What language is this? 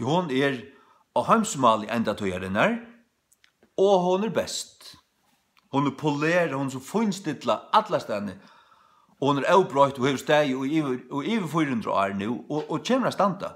Faroese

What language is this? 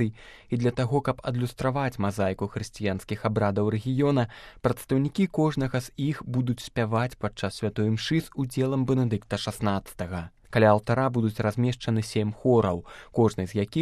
Belarusian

